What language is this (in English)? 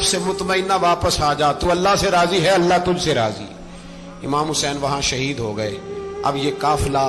Urdu